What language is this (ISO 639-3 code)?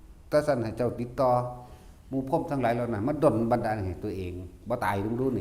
tts